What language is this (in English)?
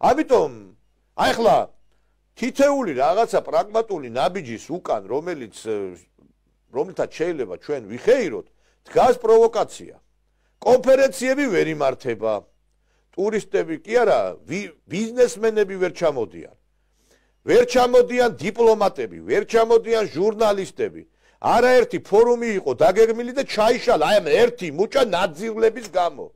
Georgian